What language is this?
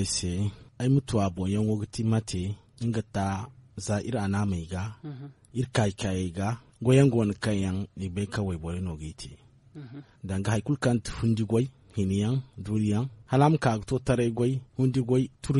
Zarma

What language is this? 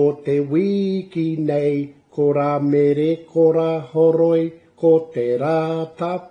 Māori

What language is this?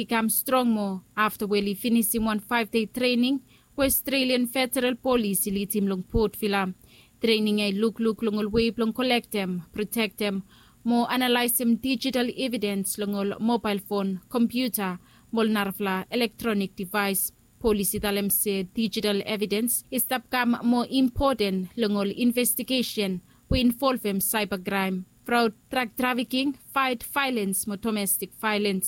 Bislama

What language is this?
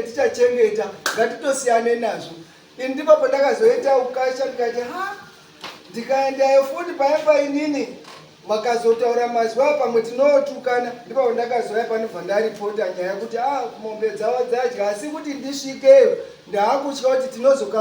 Shona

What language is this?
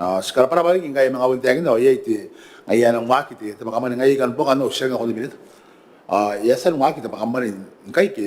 Gilbertese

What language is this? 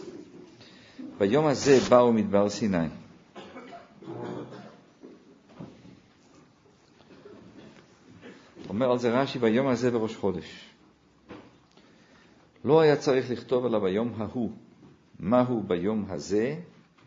Hebrew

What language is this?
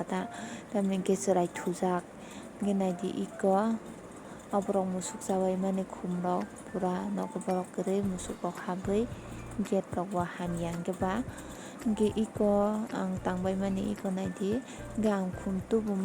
Kok Borok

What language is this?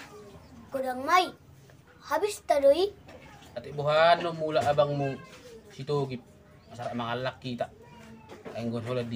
Batak Toba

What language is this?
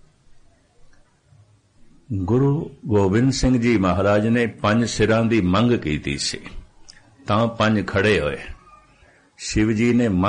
Punjabi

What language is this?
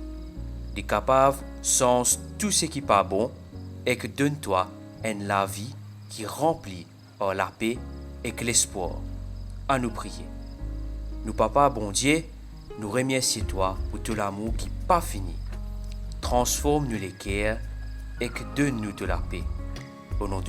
Morisyen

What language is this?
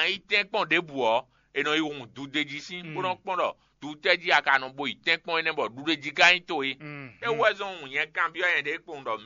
Fon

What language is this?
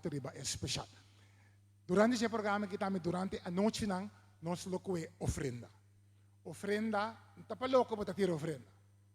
Papiamento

